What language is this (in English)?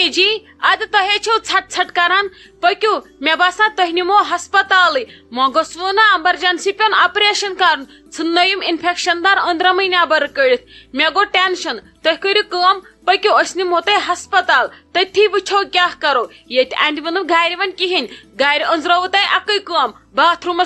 Kashmiri